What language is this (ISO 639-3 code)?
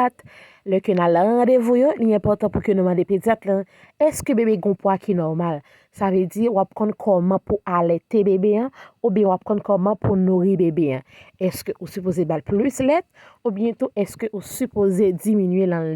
hat